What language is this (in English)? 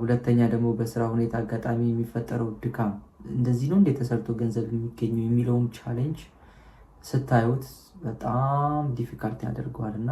Amharic